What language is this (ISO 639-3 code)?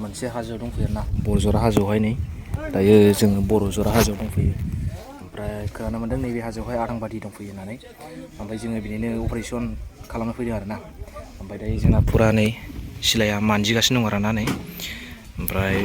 brx